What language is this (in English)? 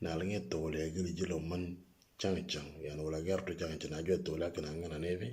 Moro